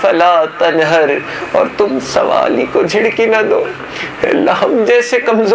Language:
Urdu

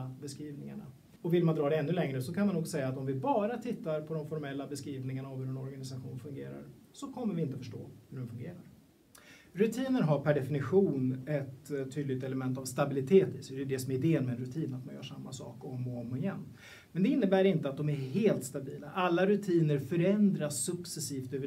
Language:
Swedish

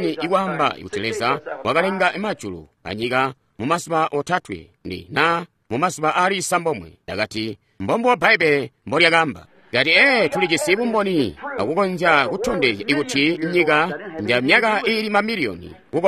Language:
Tonga (Zambia)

